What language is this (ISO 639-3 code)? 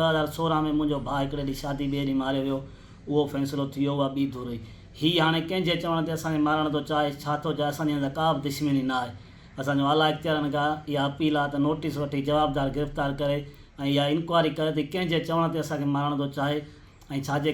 snd